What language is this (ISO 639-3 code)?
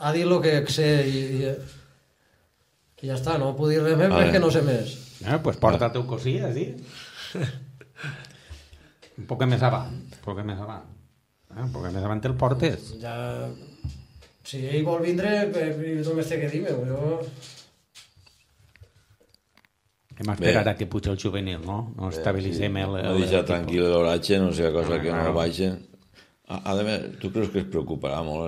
cat